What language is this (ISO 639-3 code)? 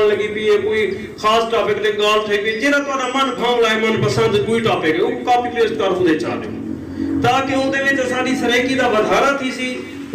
skr